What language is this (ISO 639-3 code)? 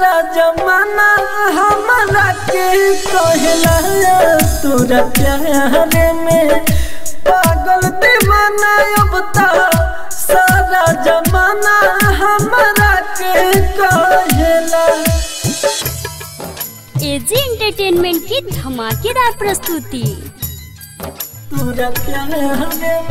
bho